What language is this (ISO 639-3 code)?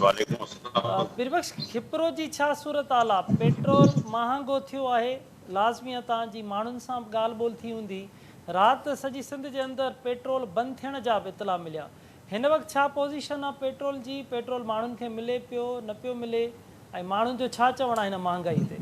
snd